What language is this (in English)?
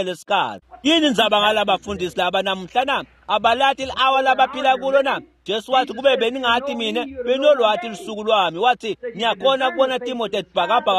Swati